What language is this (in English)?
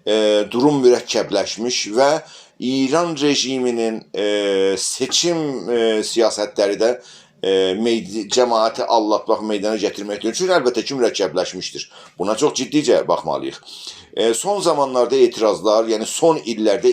South Azerbaijani